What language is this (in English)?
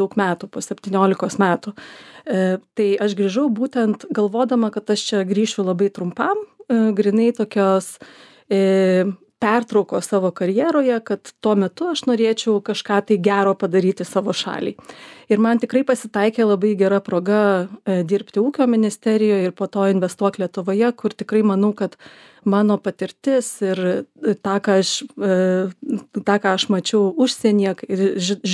Lithuanian